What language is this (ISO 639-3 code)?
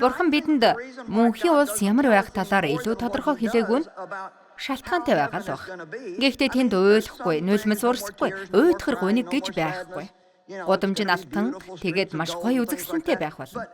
mon